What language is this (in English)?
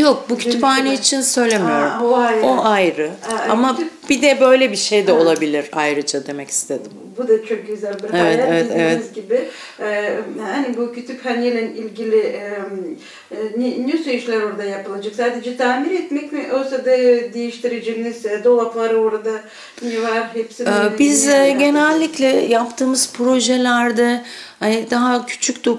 Gagauz